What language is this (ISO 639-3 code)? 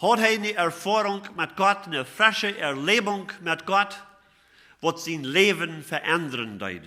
pdt